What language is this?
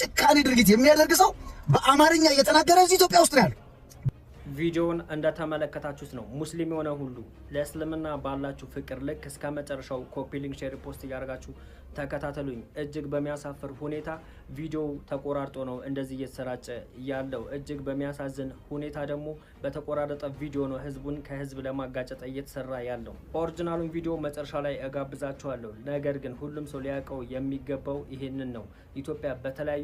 Amharic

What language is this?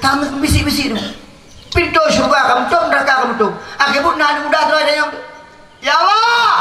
Achinese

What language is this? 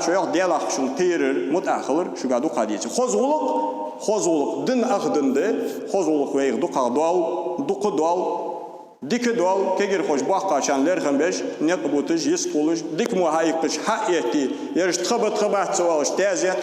Ingush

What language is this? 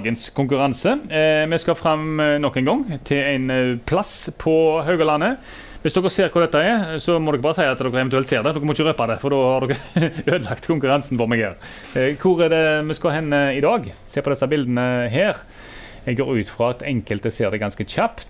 Norwegian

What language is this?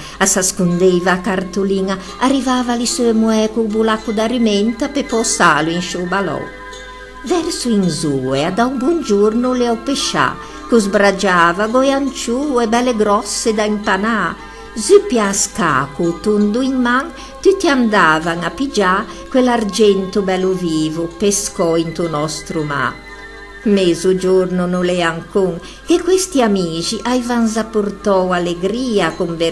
Ligurian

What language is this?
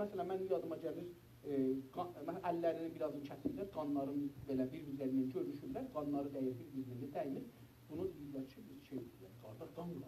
South Azerbaijani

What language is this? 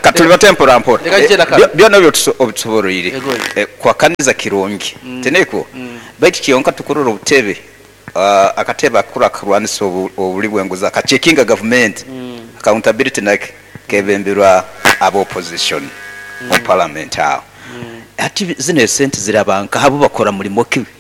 Nyoro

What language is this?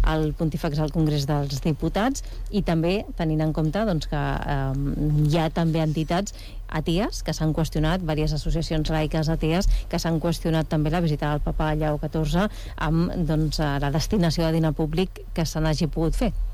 Catalan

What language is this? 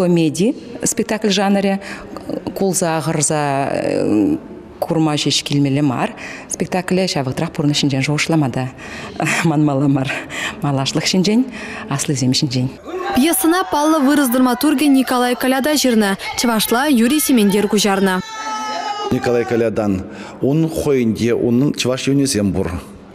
Chuvash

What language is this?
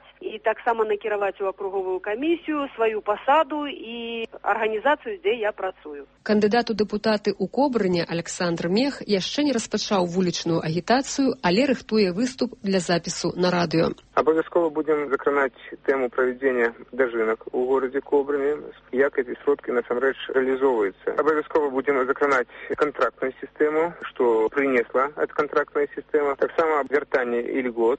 Belarusian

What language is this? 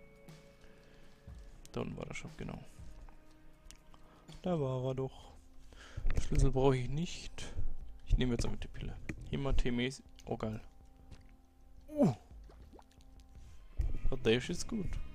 German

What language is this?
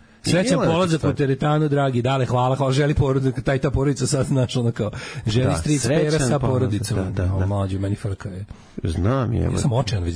Serbian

